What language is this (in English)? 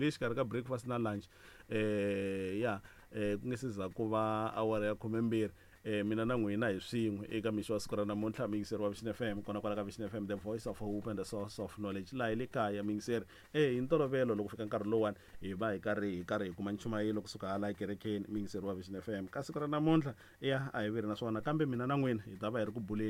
Tsonga